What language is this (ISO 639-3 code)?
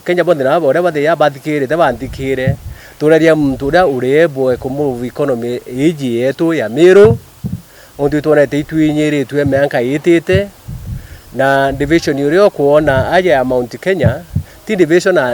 mer